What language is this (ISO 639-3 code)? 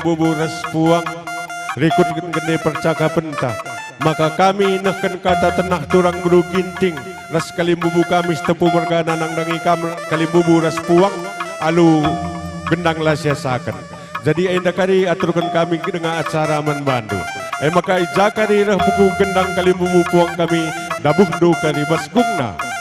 btx